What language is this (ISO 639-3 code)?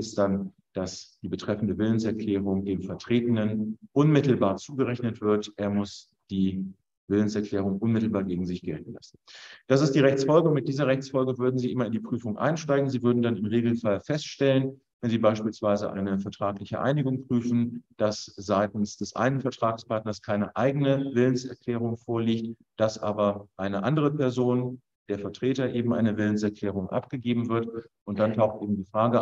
deu